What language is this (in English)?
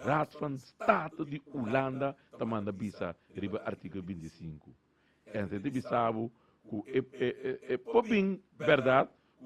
Papiamento